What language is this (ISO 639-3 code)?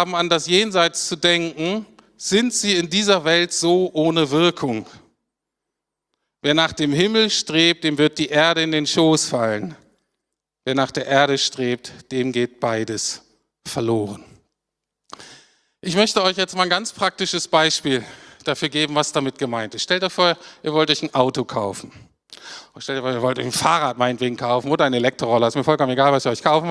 deu